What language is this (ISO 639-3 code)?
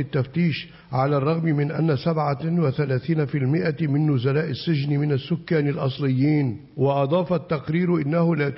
ara